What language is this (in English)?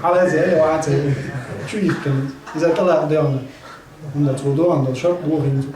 Chechen